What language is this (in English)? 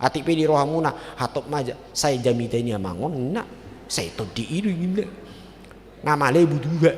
Batak Toba